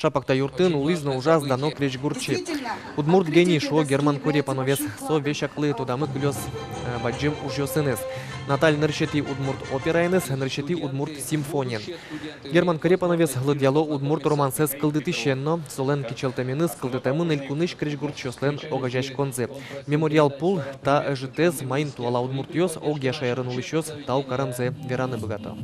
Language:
Udmurt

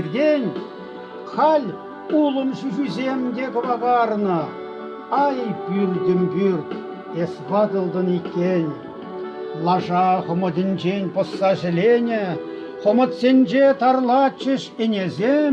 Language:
Chuvash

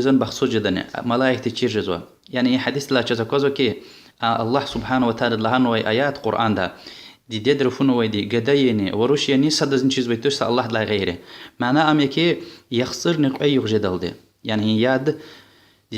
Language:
Lezghian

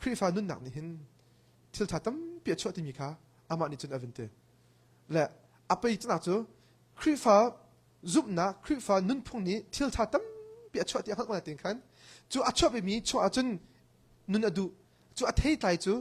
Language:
Hakha Chin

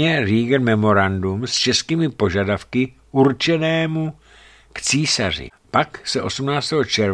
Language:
Czech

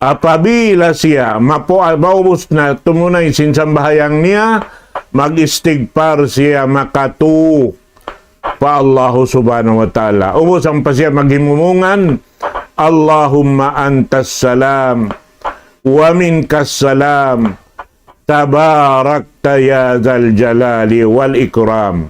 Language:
Tausug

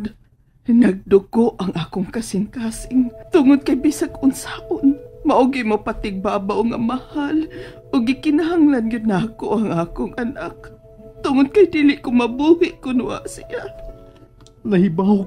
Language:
Cebuano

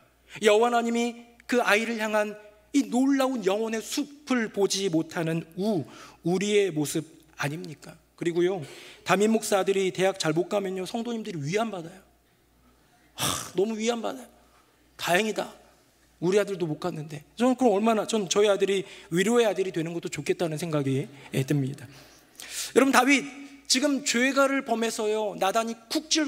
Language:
Korean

